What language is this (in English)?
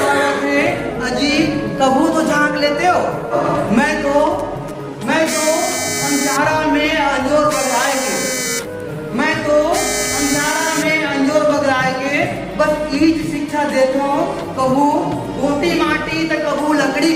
Chhattisgarhi